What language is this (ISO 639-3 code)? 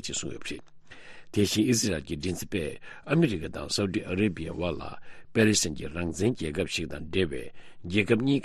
bod